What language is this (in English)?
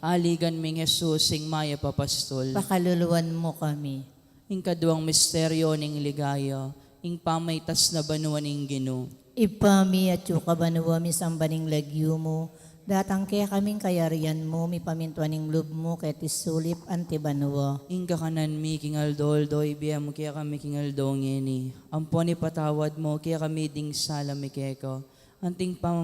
Pampanga